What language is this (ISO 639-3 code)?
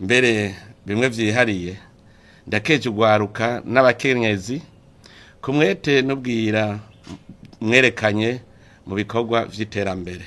run